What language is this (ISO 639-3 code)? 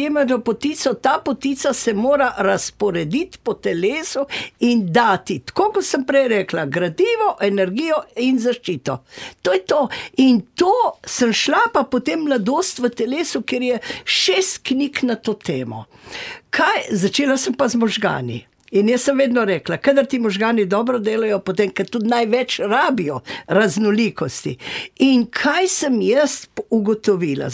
slv